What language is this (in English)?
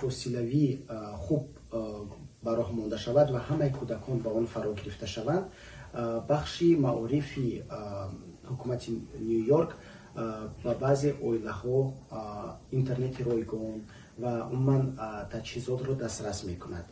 Tajik